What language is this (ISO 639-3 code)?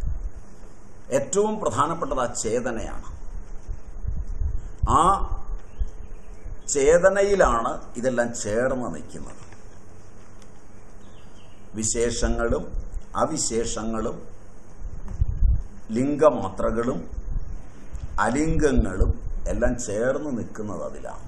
mal